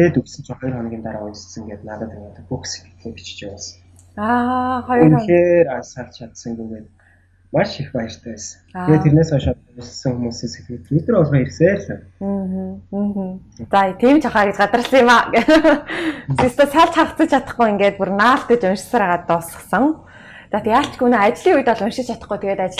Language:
Mongolian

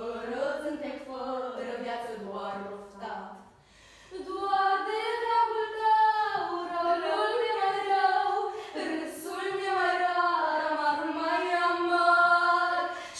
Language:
Romanian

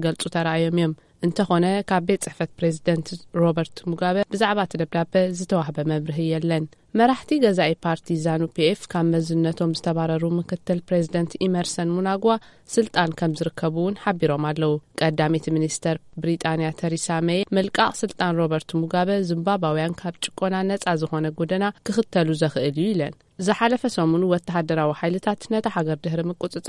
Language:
Tigrinya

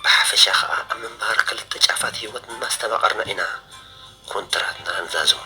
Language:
Tigrinya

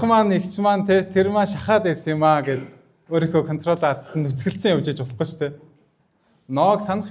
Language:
Mongolian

